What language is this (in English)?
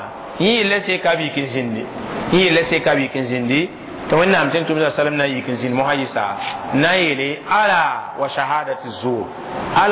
Mossi